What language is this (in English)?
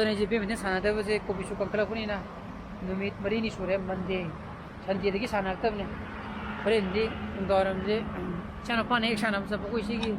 Manipuri